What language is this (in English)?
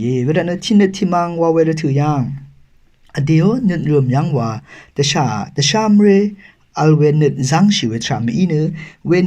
Rawang